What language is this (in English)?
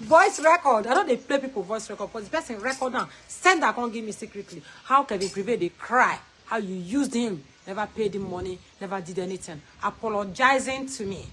Nigerian Pidgin